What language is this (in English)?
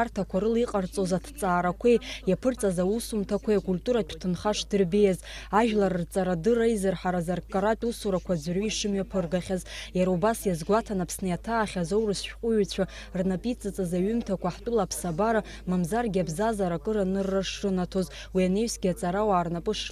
Abkhazian